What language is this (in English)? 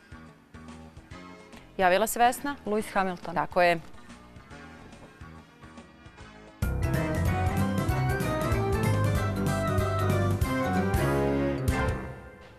Serbian